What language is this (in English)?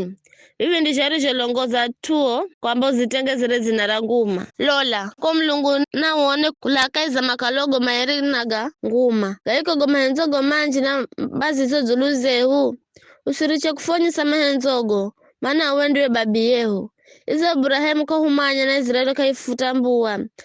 Giryama